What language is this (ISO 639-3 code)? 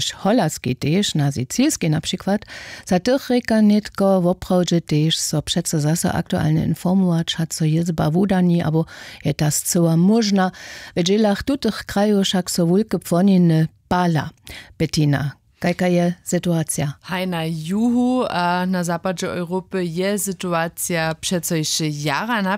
hsb